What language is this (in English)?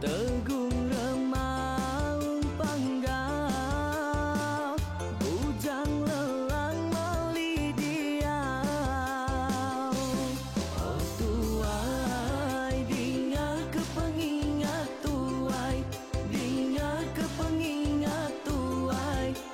Iban